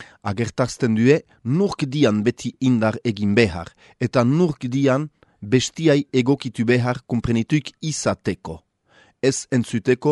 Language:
Basque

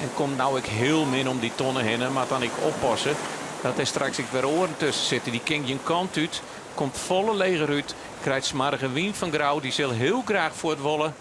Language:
Western Frisian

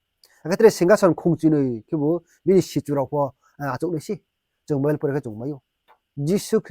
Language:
Riang (India)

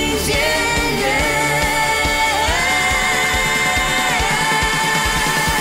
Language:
Chinese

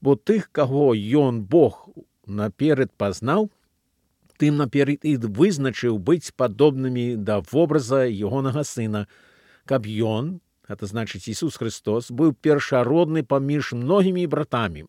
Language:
Belarusian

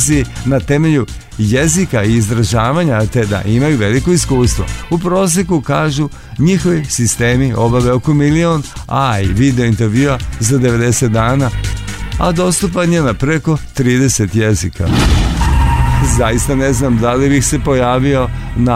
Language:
Serbian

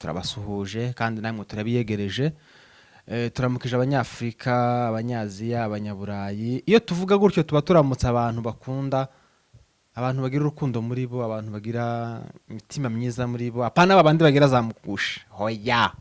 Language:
Kinyarwanda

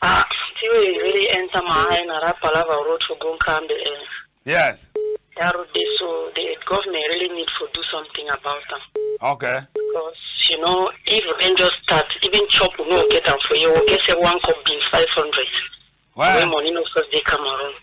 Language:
Cameroon Pidgin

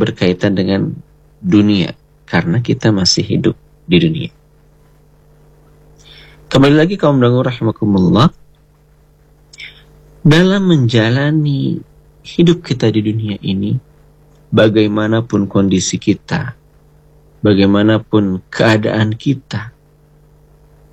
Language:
Indonesian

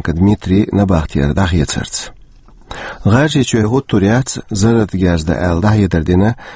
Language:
Chechen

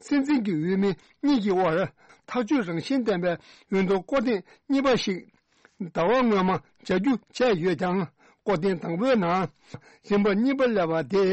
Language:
Tibetan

